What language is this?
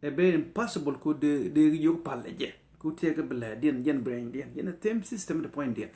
Nuer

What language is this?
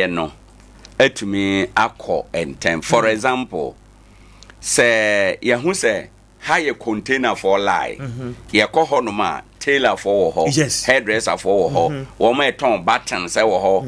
Akan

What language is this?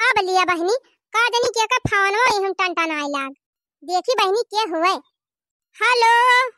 Awadhi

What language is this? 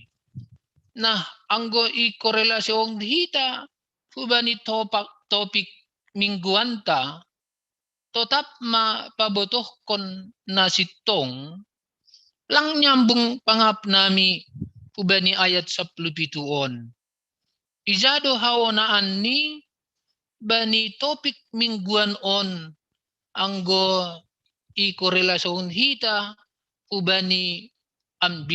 Batak Simalungun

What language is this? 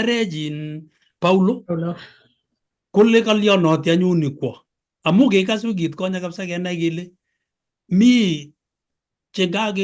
Kalenjin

